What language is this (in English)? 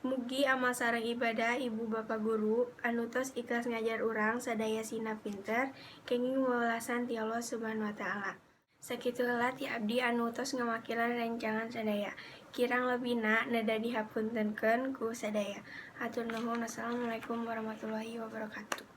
Sundanese